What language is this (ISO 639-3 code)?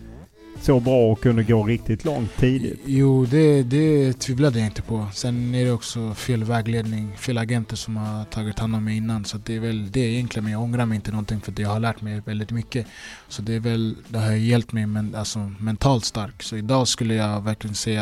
swe